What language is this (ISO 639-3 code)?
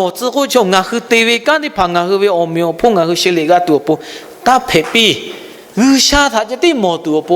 lhu